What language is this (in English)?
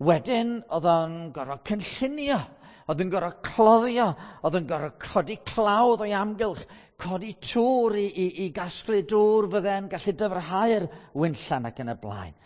Welsh